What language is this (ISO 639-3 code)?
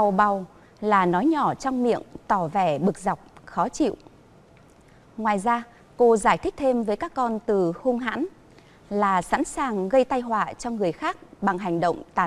vie